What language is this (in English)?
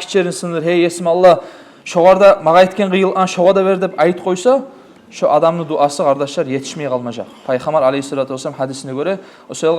Kumyk